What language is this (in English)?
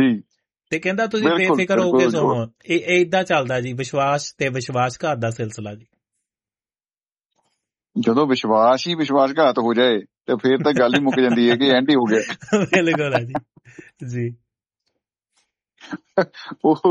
Punjabi